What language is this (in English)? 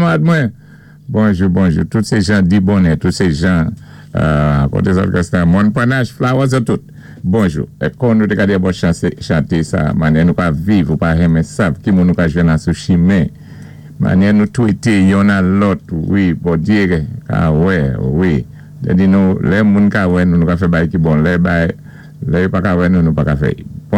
Saint Lucian Creole French